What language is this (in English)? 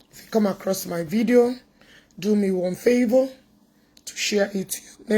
Igbo